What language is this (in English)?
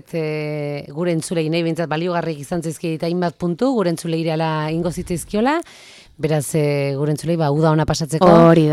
Basque